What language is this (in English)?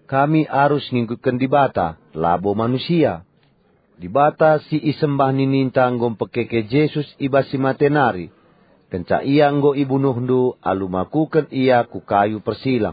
Batak Karo